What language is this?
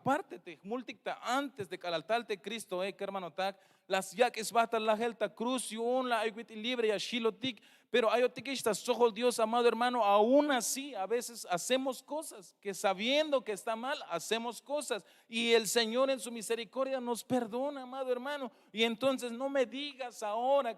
Tzeltal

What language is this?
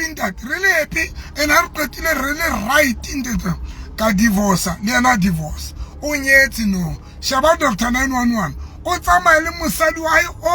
Southern Sotho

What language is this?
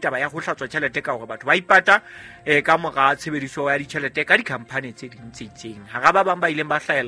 Southern Sotho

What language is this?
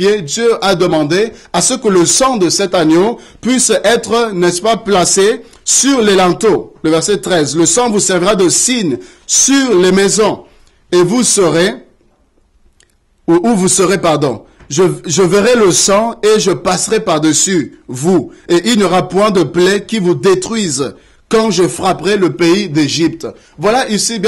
French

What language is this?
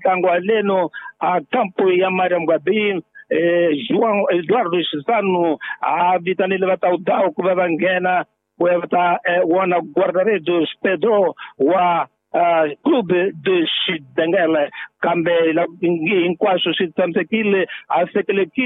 Tsonga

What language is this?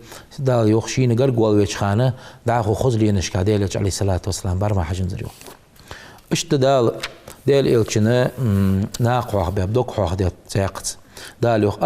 Ingush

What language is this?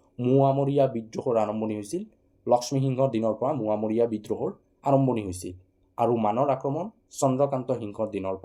Assamese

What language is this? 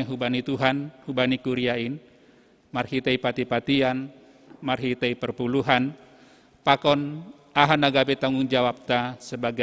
Batak Simalungun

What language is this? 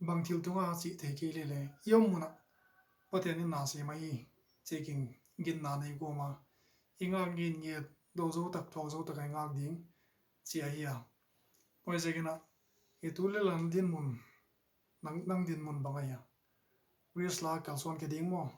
Paite Chin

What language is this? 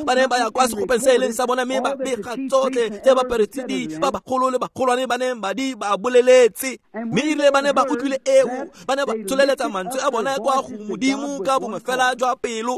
Tswana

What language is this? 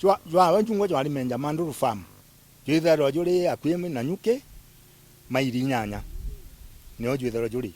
Meru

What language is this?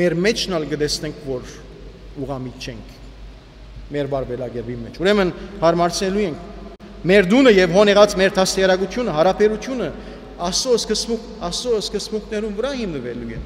Armenian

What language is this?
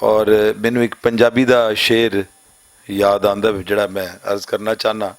Western Panjabi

